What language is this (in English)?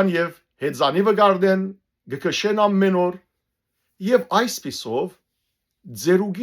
Western Armenian